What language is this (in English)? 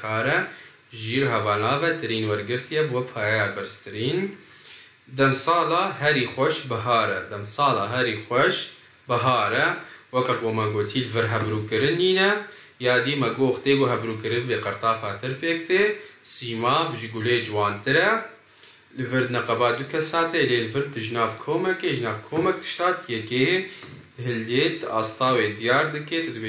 Kurdish